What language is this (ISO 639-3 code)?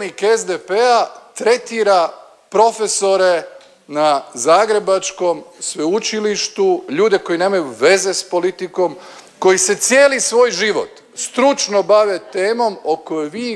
hrv